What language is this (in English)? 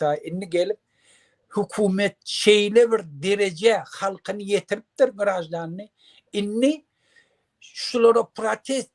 Turkmen